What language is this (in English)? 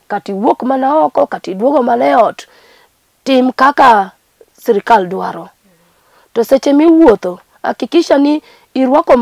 Luo (Kenya and Tanzania)